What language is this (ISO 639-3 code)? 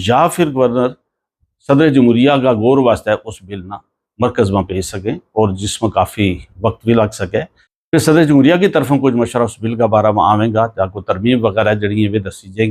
gju